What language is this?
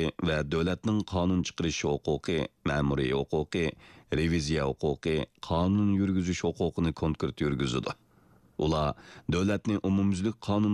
Uyghur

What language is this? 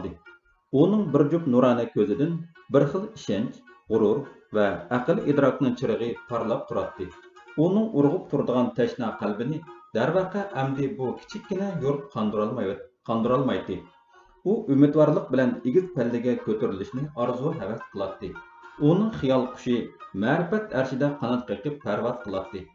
Uyghur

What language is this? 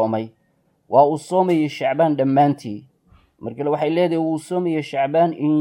Somali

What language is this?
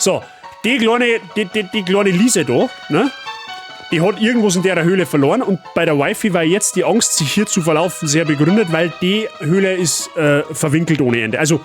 Bavarian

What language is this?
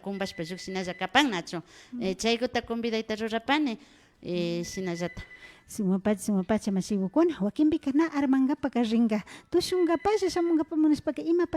Imbabura Highland Quichua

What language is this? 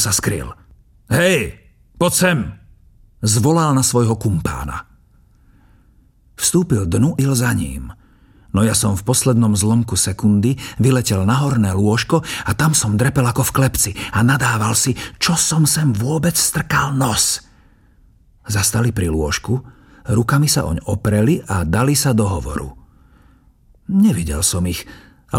Slovak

